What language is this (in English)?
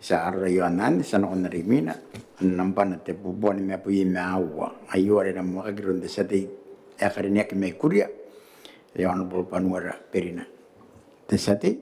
Gilbertese